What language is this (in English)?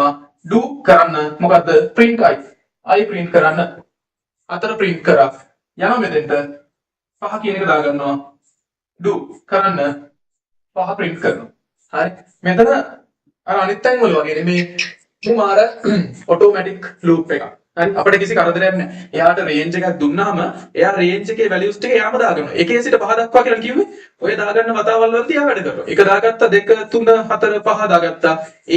Sinhala